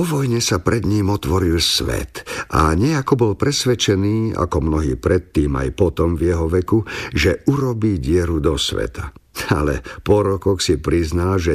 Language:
Slovak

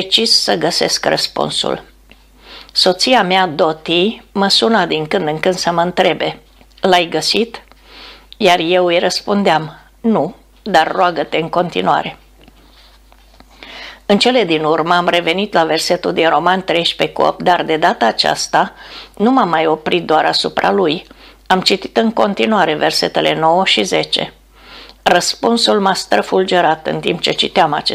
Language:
Romanian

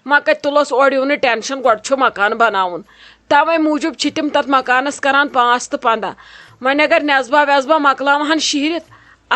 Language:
Kashmiri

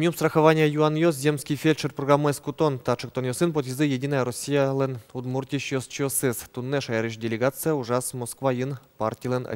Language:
Udmurt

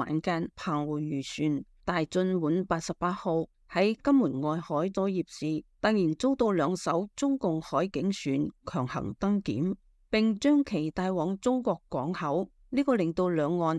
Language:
Cantonese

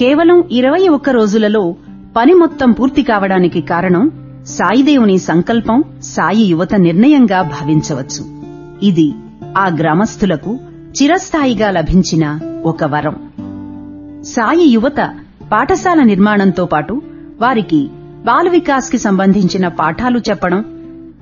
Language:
Telugu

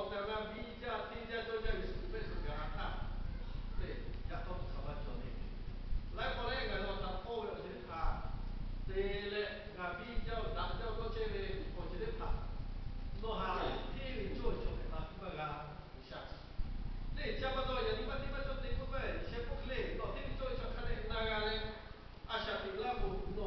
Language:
Lahu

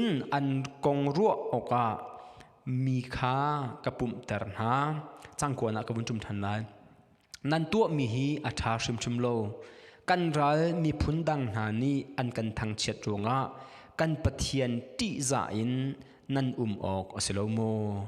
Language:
Hakha Chin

